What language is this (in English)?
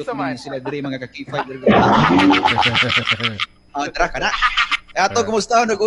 Cebuano